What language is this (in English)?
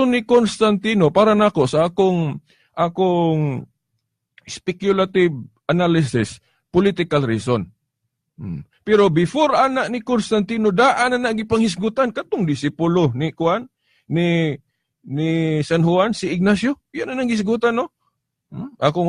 Cebuano